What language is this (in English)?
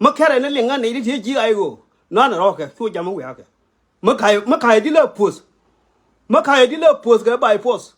Nuer